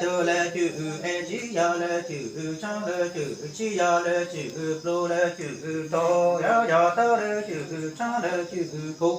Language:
Hmong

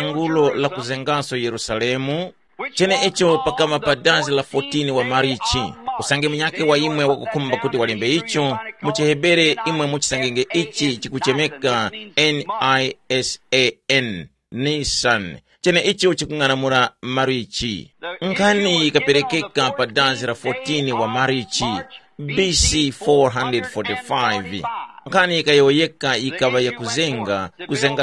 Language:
Tumbuka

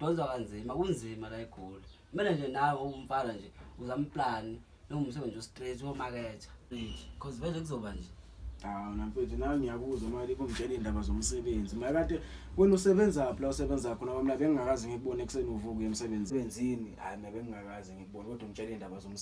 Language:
Zulu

